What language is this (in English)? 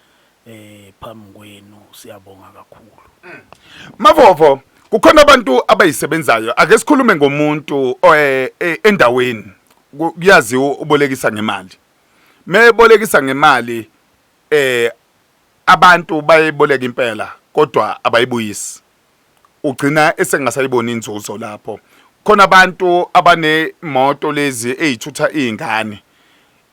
Zulu